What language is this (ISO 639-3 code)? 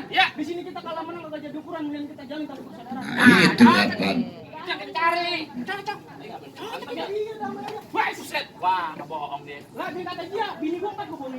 bew